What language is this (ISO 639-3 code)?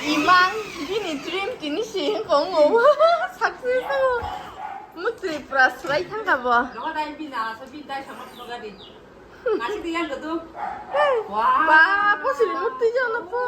trp